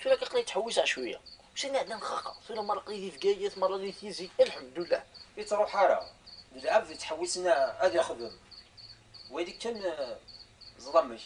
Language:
Kabyle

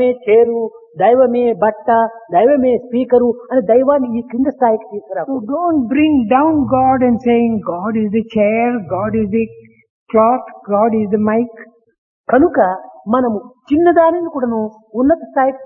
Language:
Telugu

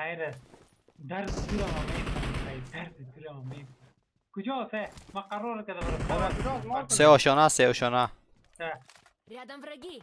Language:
Persian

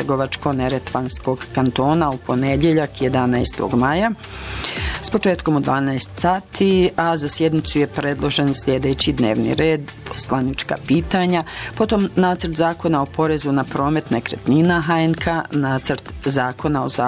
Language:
Bosnian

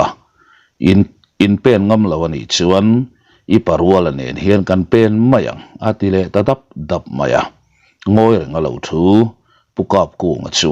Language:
Mizo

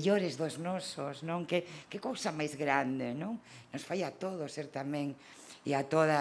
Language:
Galician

